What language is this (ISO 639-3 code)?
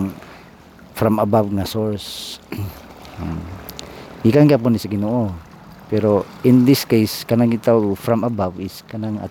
ceb